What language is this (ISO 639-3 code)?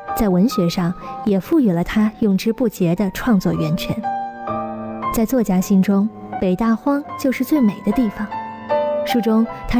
zho